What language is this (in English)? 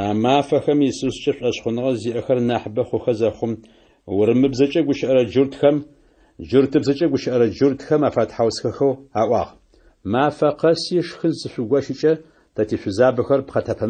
Adyghe